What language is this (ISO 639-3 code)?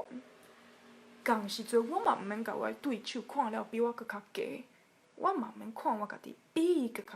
nan